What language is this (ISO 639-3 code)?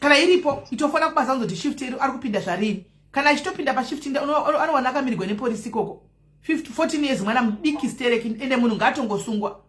sna